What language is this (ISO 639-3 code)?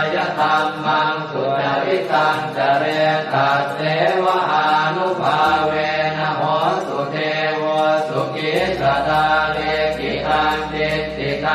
pli